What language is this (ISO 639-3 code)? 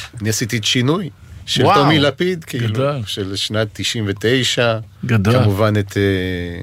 heb